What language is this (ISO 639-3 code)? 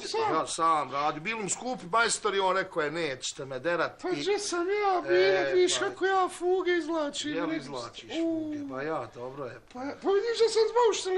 bos